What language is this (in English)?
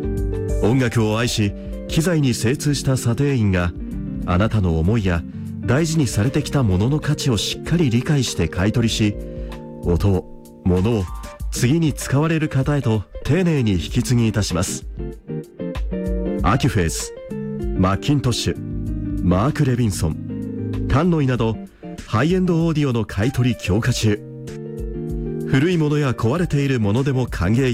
Japanese